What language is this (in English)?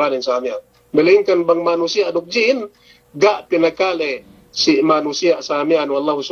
Yakan